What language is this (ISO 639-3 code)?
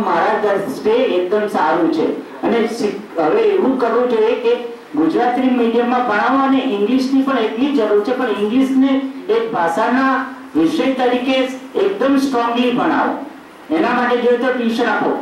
guj